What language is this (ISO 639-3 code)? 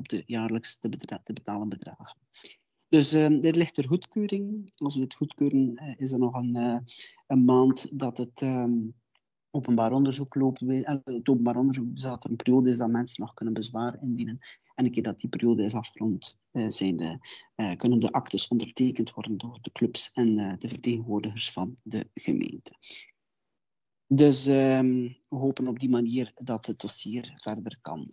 nld